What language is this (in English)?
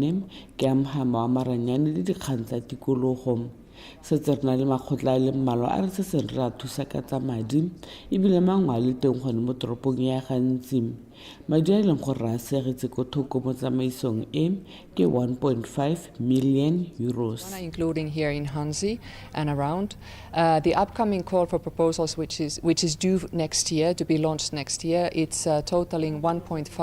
Tswana